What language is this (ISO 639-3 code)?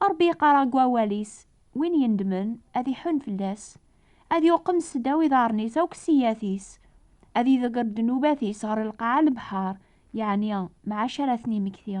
kab